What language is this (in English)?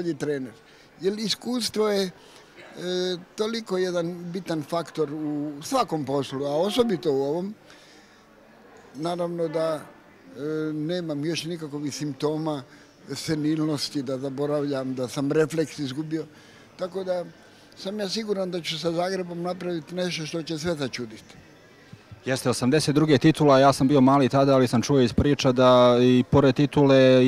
Croatian